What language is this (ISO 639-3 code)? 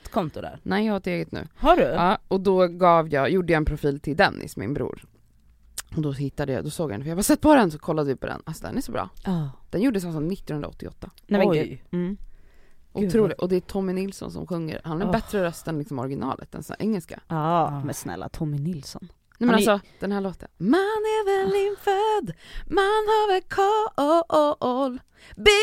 swe